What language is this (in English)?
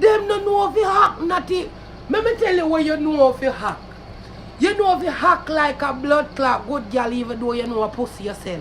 Jamaican Creole English